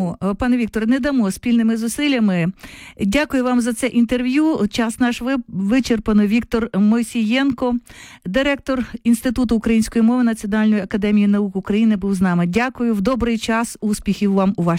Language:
Ukrainian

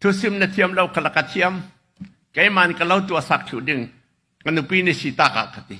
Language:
Hakha Chin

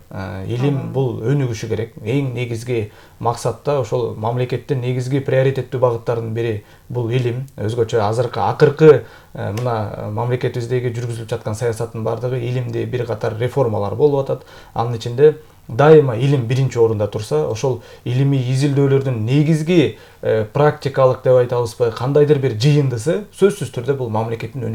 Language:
Kyrgyz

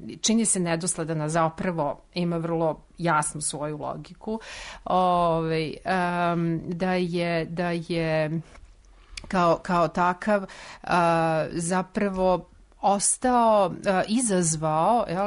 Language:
Serbian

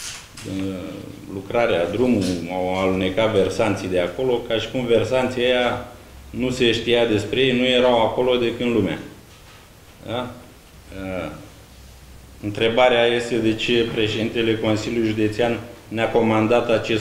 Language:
Romanian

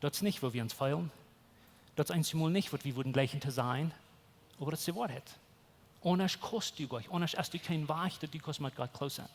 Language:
Plautdietsch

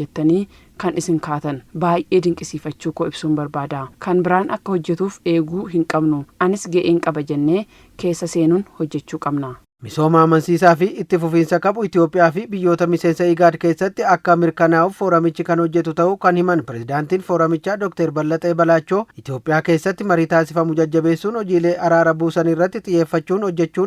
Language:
Oromo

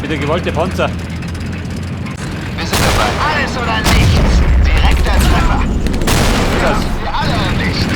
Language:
Bavarian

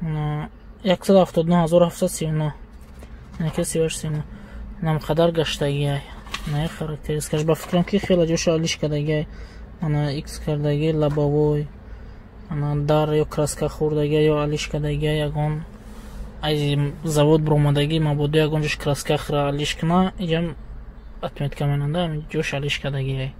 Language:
Tajik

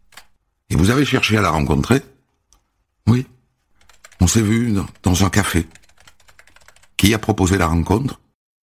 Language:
French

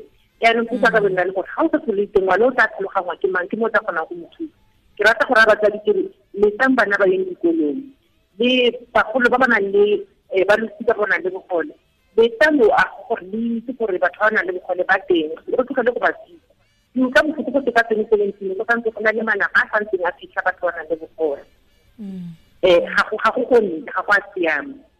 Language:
Tswana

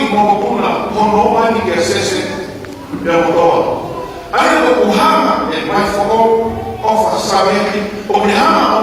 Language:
Tongan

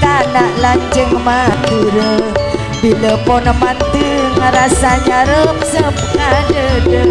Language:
Madurese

